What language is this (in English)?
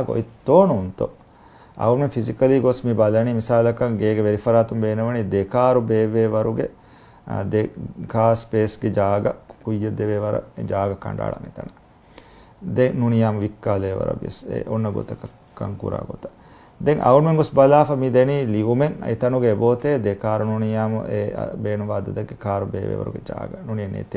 Divehi